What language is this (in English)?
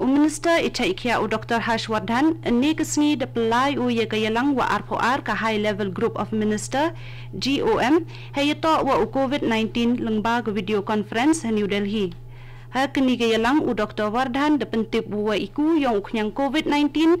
Khasi